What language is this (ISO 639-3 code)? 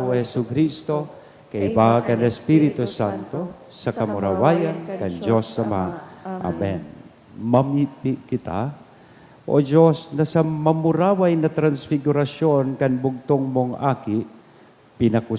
bik